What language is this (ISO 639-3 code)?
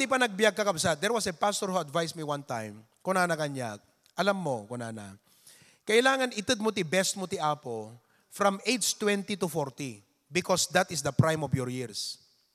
ilo